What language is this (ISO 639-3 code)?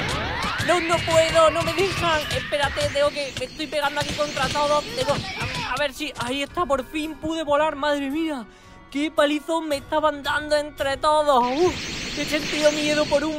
spa